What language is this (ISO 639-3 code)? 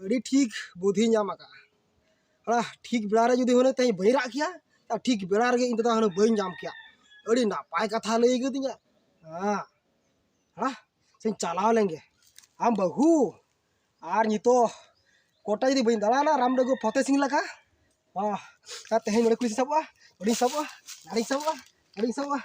sat